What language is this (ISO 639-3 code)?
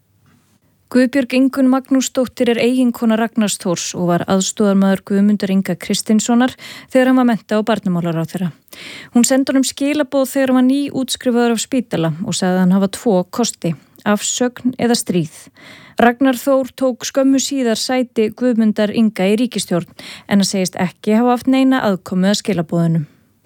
isl